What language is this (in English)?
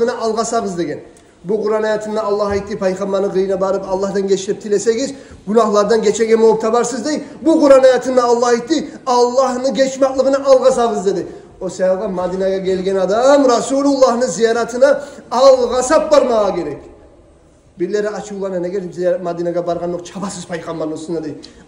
Kumyk